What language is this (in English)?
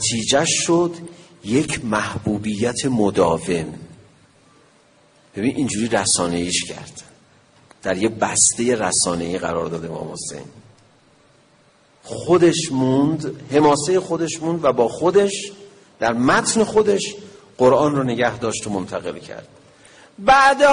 Persian